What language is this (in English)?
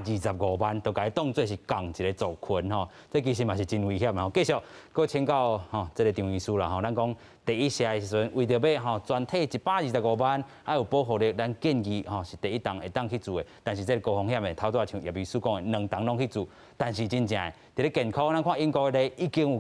Min Nan Chinese